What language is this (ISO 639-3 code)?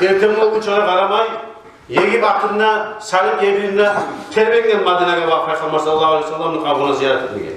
kum